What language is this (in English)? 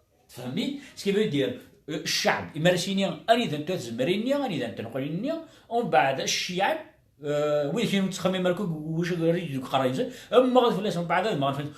Kabyle